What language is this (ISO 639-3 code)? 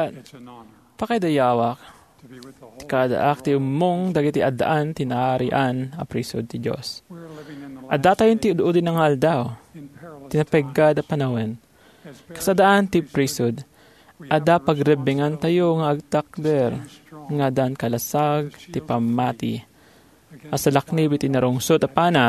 ilo